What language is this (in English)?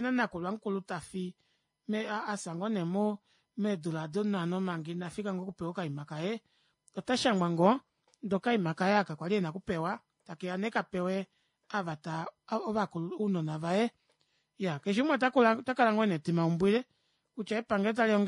Kuanyama